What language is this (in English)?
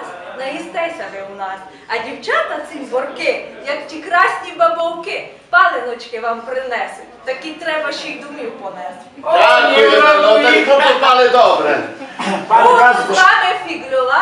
Rusyn